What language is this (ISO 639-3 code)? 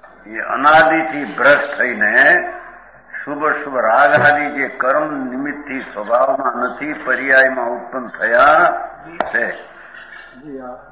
guj